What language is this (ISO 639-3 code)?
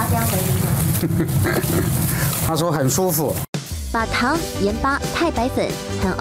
zho